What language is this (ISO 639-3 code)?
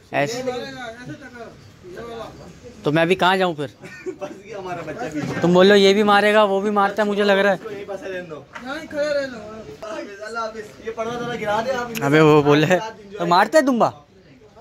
hin